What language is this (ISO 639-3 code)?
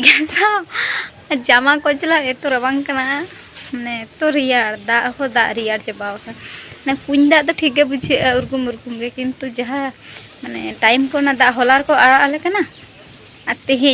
sat